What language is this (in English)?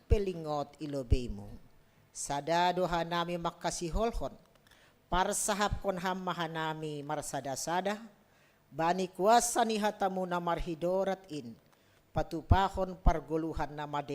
Batak Simalungun